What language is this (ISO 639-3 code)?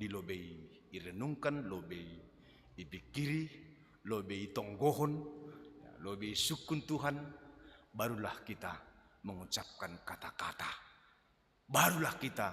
bts